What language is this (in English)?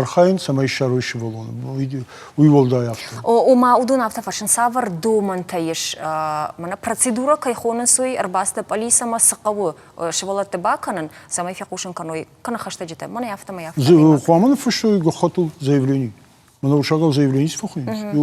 Ossetic